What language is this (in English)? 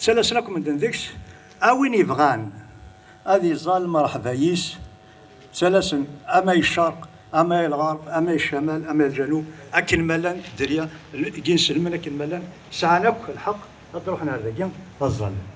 Kabyle